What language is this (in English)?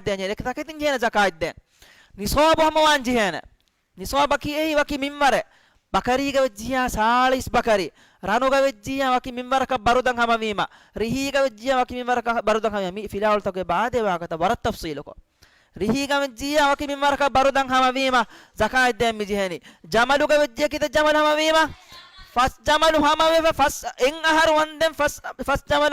Divehi